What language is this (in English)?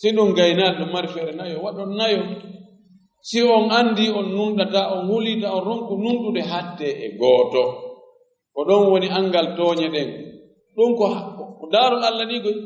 Fula